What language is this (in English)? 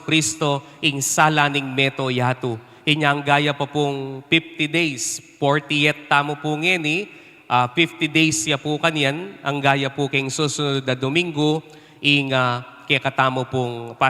Pampanga